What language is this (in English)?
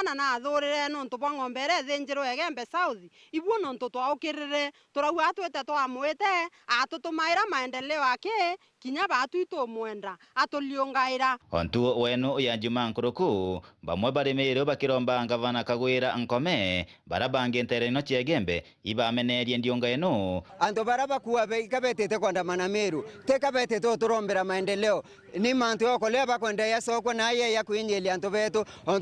Meru